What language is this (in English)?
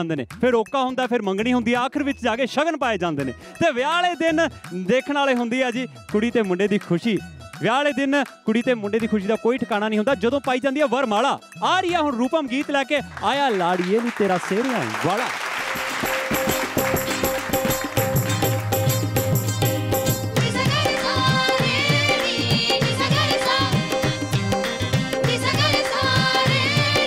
Punjabi